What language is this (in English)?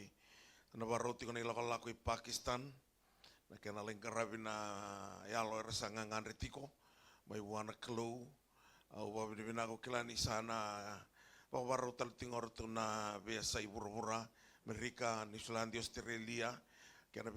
Fijian